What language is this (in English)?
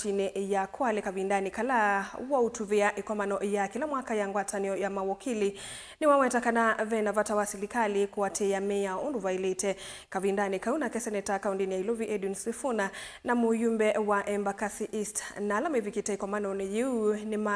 Kamba